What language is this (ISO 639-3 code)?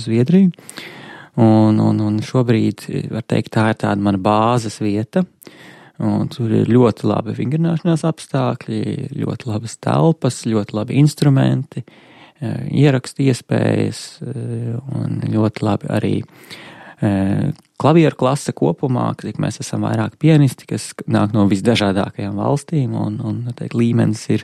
lav